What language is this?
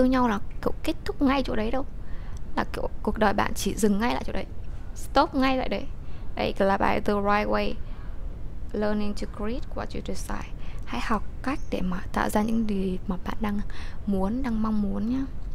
Vietnamese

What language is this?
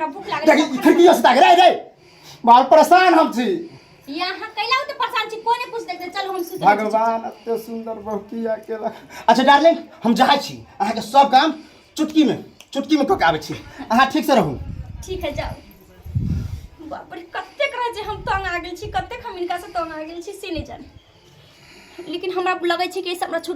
Maithili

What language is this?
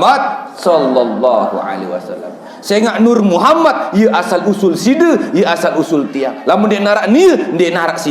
Sasak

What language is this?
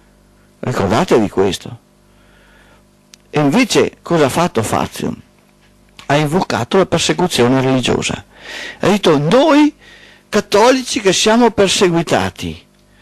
Italian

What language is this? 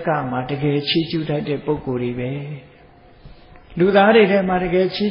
Burmese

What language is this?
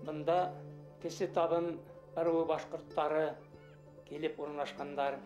Bashkir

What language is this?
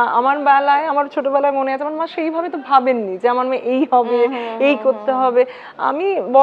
Bangla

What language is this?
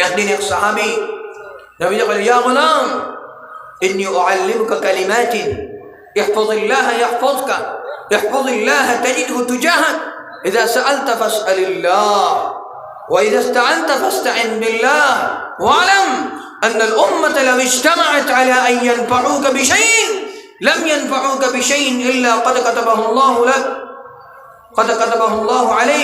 Sylheti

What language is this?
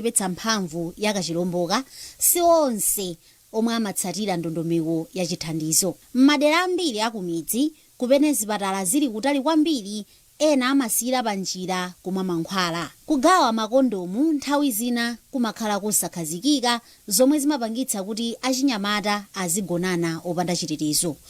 Nyanja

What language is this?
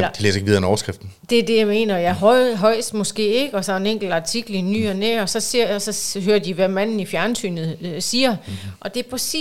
Danish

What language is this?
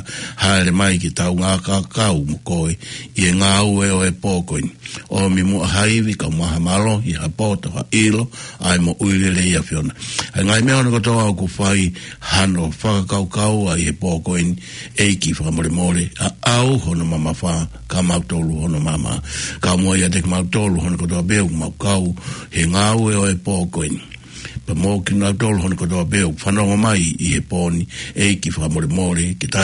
Tongan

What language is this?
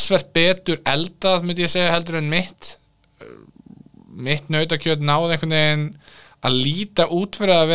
Icelandic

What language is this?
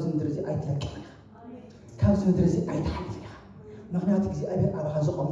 Tigrinya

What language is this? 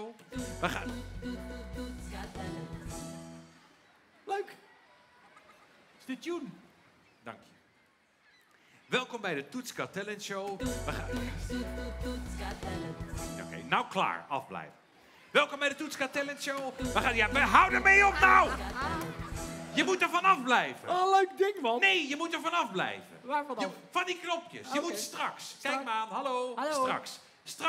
Dutch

